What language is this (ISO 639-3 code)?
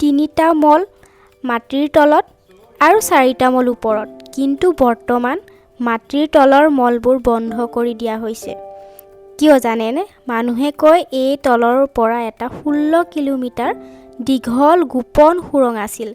asm